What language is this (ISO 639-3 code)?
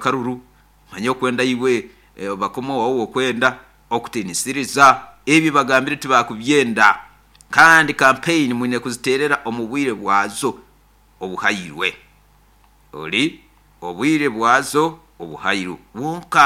nyo